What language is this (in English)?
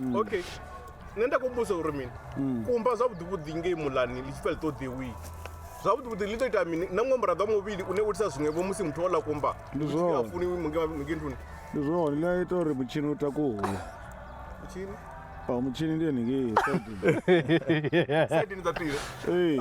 Venda